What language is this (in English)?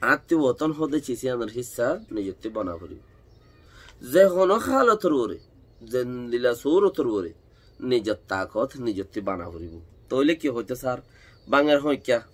Rohingya